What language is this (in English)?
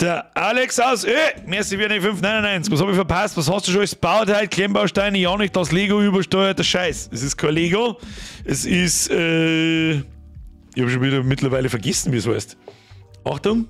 Bavarian